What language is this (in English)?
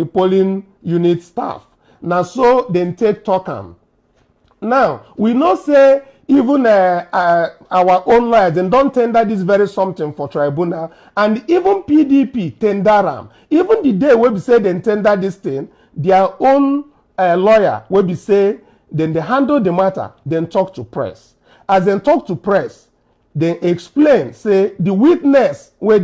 Nigerian Pidgin